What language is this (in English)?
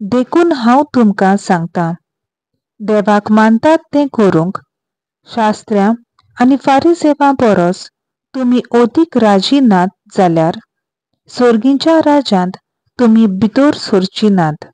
Konkani